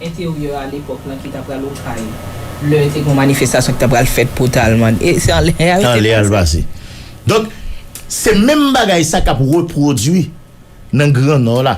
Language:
Haitian Creole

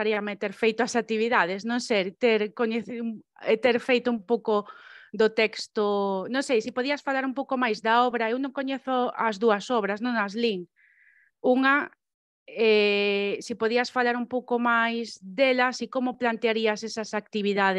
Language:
Galician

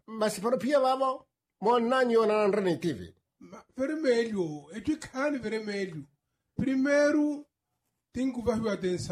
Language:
Makhuwa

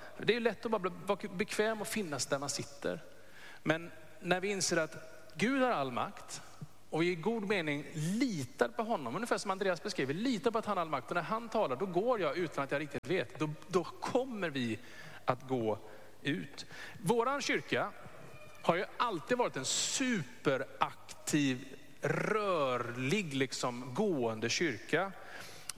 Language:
Swedish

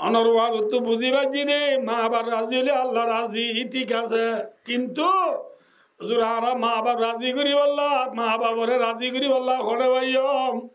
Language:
Rohingya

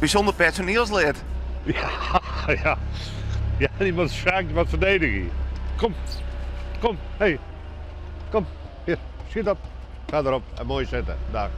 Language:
Western Frisian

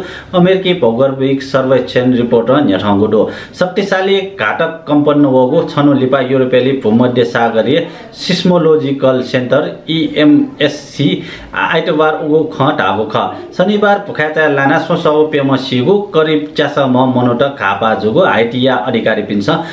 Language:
Newari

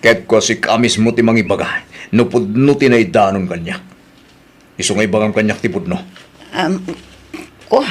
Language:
Iloko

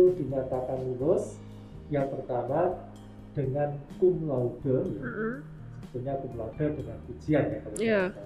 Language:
Indonesian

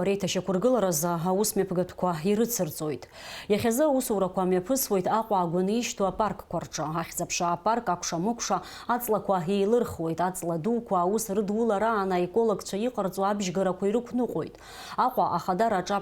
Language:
Abkhazian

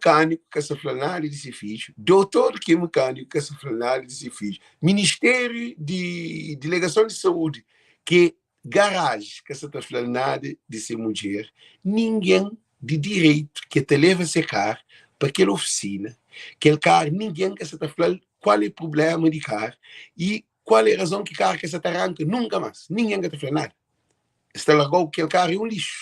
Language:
Kabuverdianu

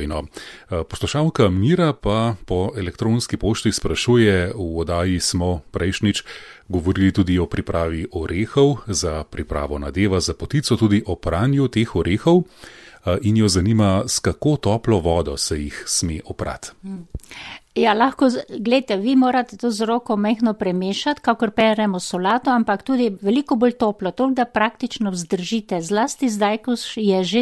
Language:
Slovenian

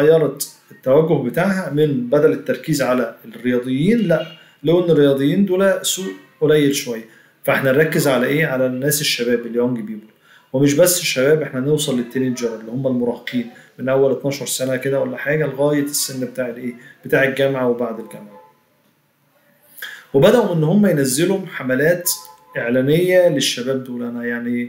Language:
Egyptian Arabic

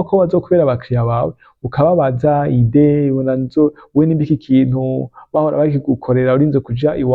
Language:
Rundi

